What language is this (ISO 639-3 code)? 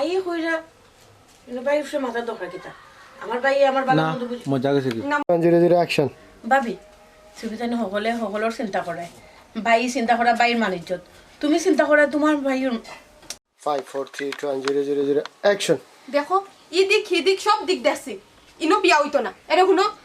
syl